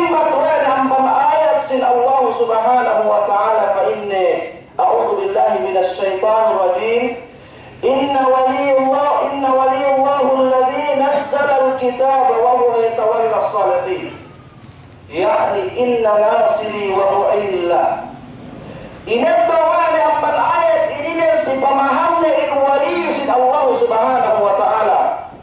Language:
Yakan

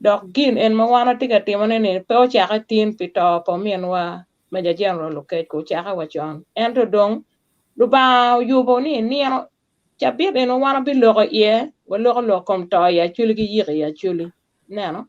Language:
Acoli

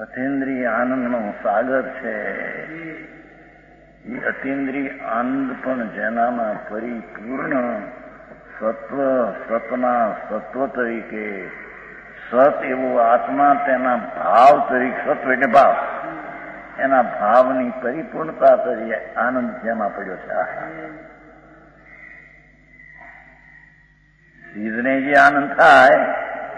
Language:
Gujarati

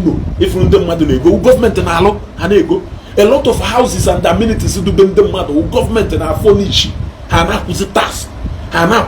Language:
Igbo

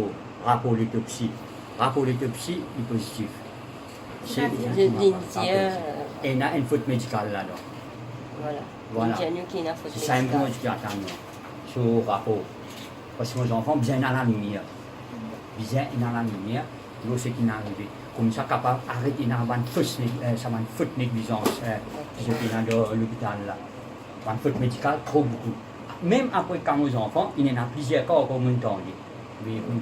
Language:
Morisyen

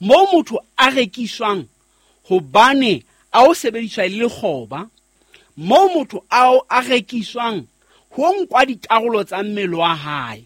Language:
Southern Sotho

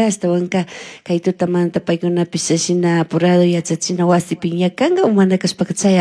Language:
Chimborazo Highland Quichua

